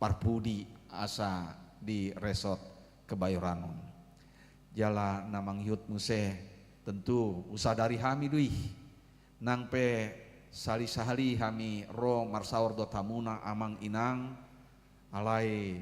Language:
Batak Toba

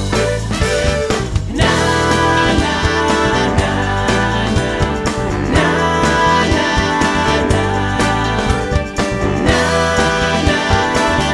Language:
Catalan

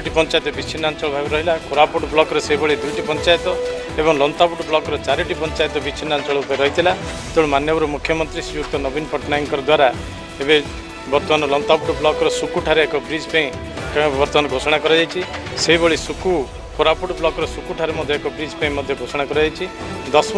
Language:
Odia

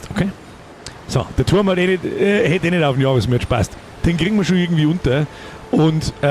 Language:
Bavarian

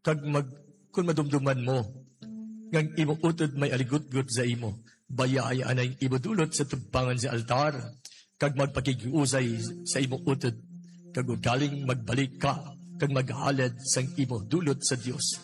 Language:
Hiligaynon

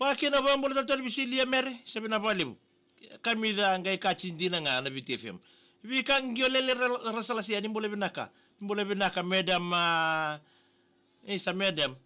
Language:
Fijian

